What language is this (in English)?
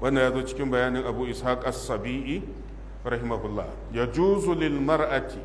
Hausa